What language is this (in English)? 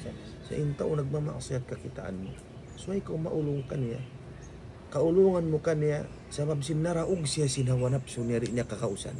Tausug